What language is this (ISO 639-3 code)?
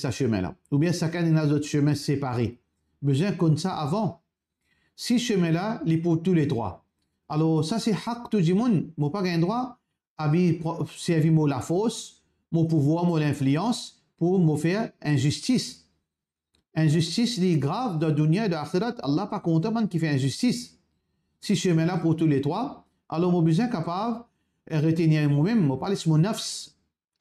mfe